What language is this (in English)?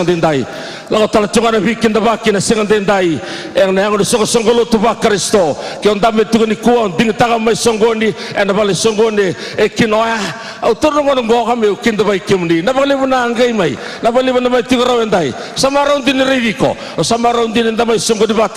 Fijian